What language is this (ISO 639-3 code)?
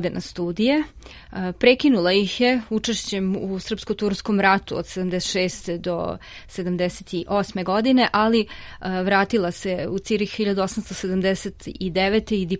srp